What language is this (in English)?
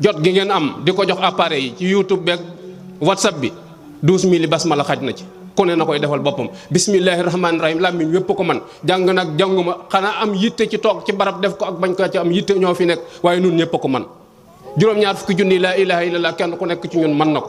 Wolof